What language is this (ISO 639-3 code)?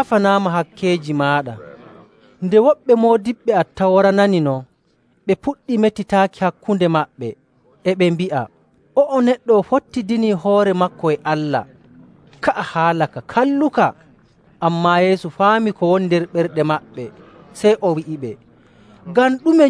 fuv